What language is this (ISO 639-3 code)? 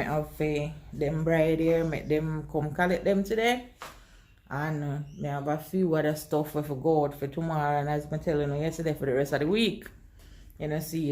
jam